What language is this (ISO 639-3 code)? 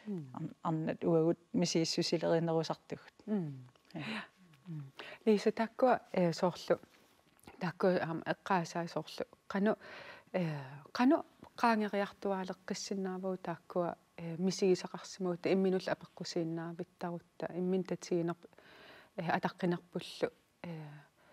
kal